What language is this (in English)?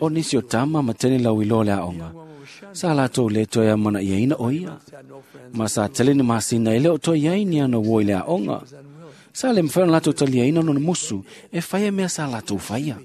Samoan